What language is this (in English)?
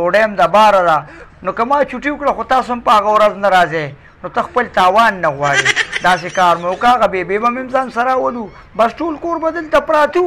Pashto